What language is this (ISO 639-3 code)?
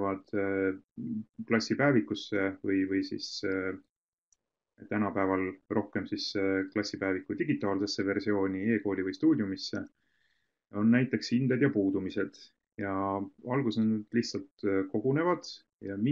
est